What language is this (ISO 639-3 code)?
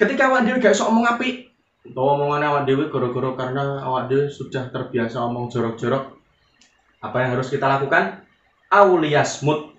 jav